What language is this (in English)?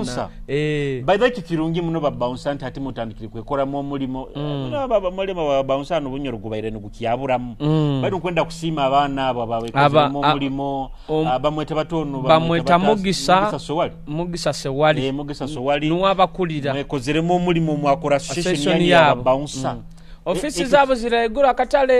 Nyoro